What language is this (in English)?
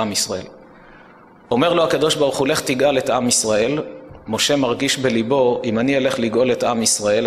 Hebrew